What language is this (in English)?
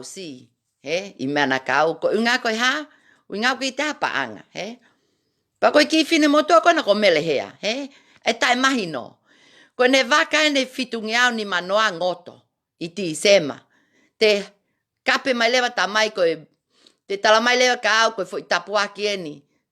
Tongan